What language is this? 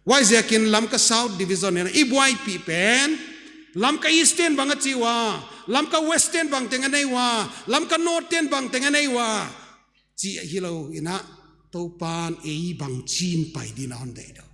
Paite Chin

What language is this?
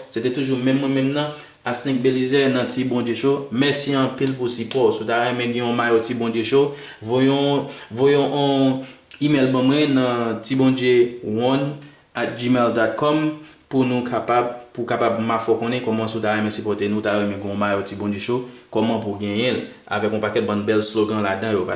Haitian Creole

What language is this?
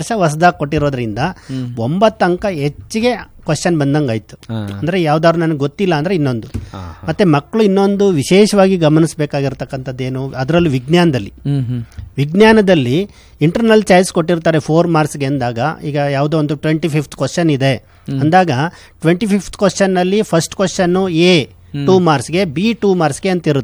Kannada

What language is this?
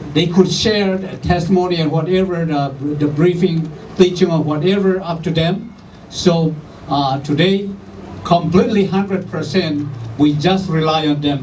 Tedim Chin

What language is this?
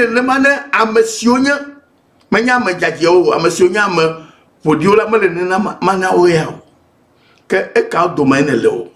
Ewe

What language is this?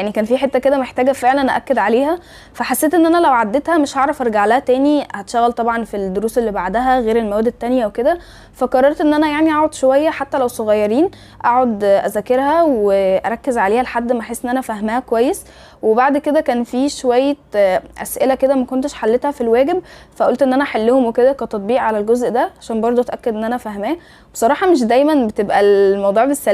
Egyptian Arabic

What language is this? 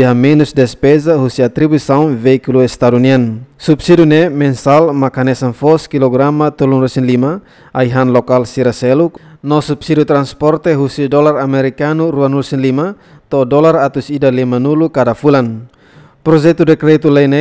Tetum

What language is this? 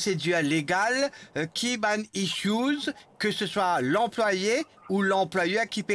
Morisyen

